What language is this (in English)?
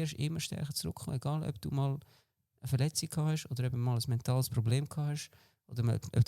Swiss German